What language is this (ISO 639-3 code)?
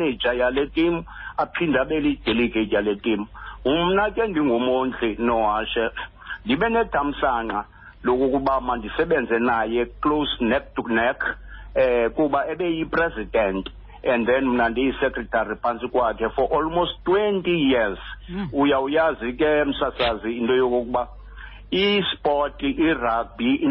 xho